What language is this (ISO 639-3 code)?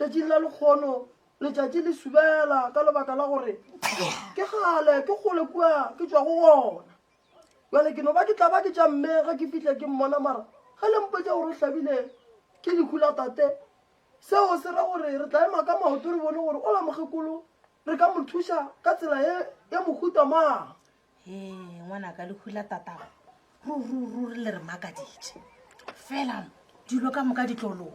nso